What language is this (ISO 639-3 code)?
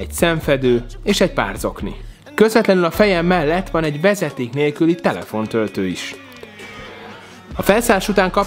hun